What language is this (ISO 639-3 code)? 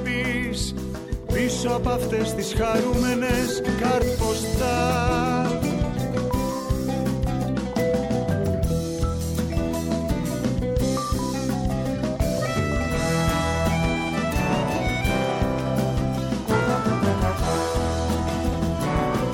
ell